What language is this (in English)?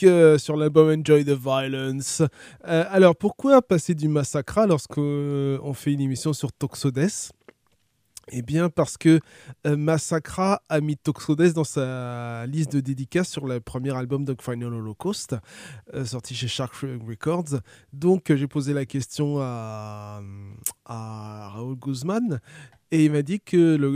French